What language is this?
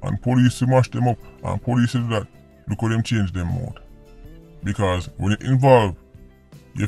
Jamaican Creole English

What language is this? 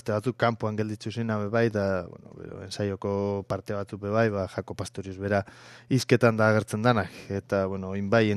Basque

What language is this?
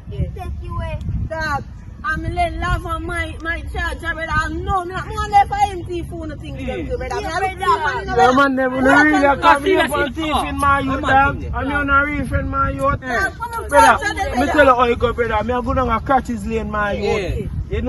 Jamaican Creole English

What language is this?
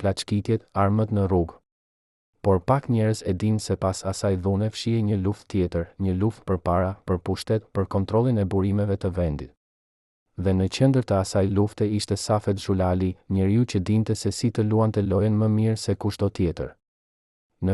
Albanian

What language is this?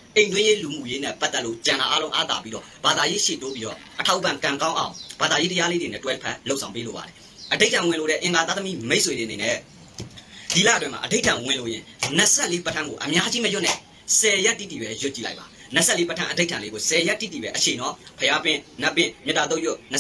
Burmese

